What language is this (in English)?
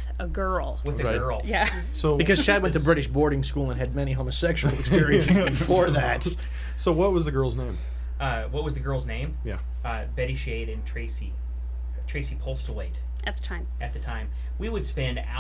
English